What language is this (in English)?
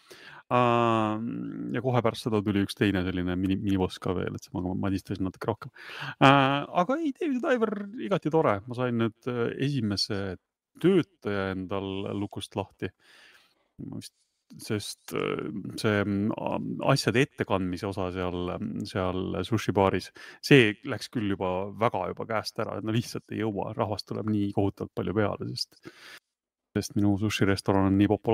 Estonian